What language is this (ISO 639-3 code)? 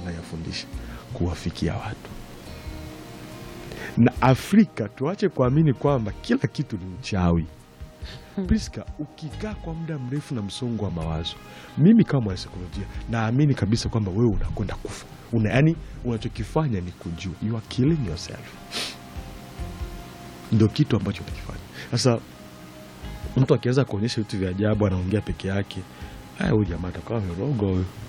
swa